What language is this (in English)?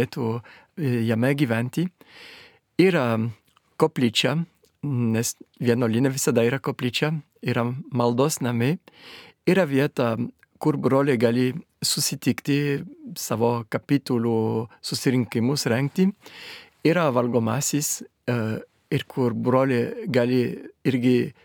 Lithuanian